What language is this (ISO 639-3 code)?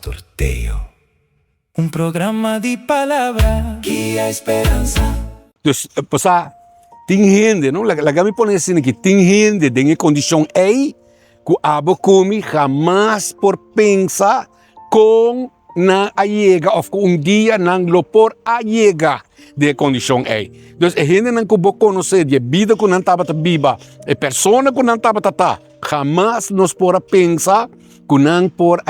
pap